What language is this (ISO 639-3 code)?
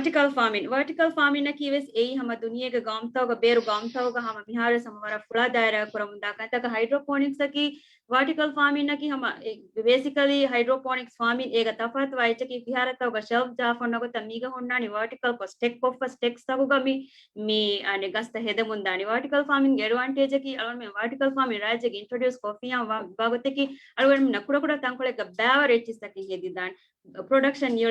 div